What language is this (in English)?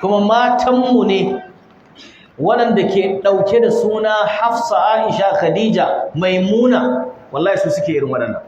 Hausa